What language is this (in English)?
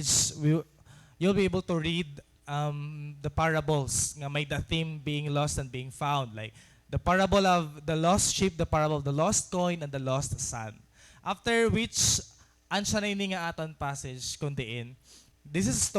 Waray